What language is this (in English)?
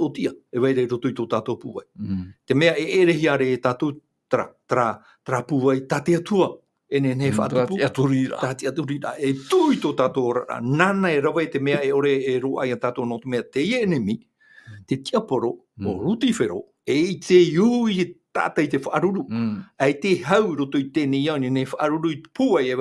Tahitian